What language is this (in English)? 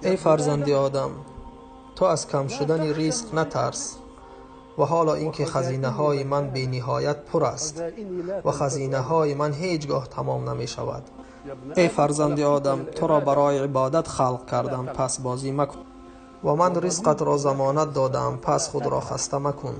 Tajik